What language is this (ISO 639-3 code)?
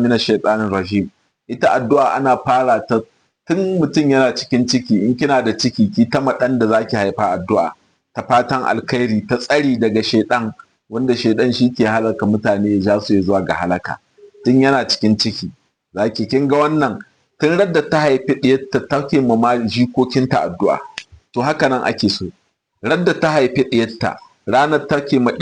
hau